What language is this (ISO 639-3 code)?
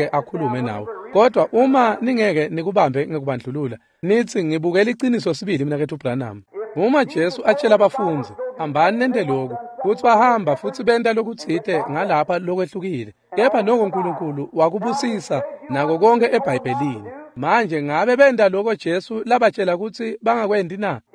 ssw